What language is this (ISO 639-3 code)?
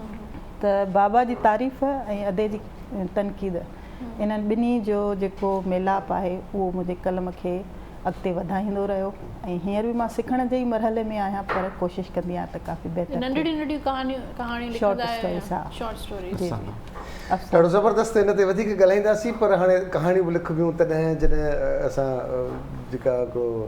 snd